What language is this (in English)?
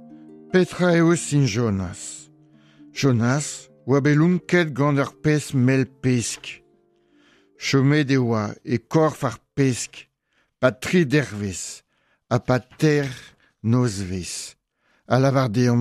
Breton